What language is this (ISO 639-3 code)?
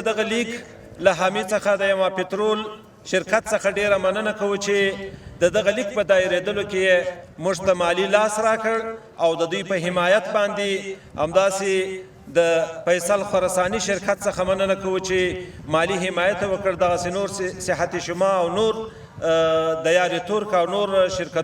pus